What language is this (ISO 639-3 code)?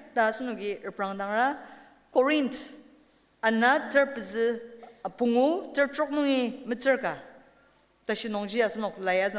njo